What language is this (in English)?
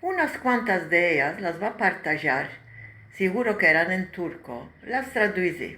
Ladino